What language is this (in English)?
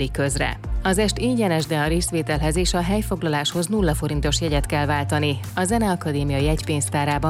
Hungarian